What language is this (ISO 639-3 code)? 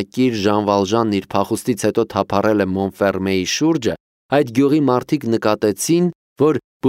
hye